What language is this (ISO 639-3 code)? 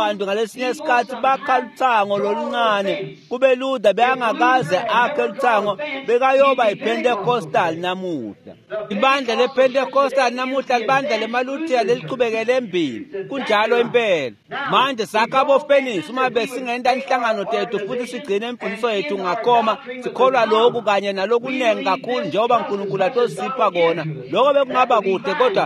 ssw